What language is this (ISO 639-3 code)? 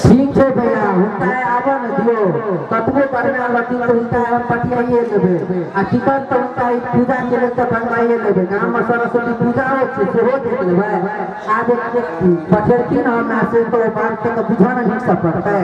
mai